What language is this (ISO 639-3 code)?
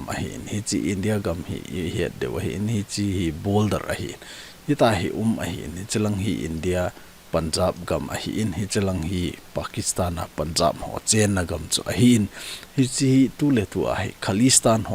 tcz